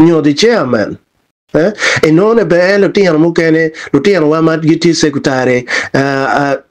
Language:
Acoli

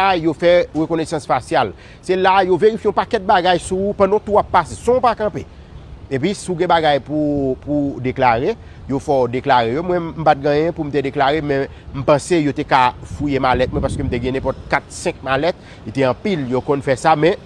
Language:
Haitian Creole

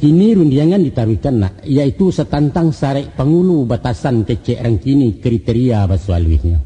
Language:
Minangkabau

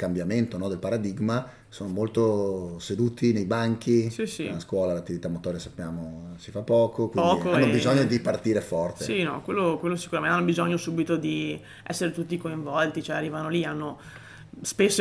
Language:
Italian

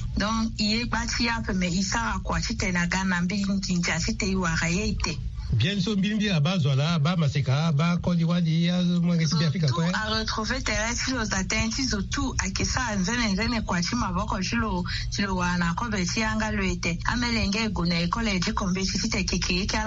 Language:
Sango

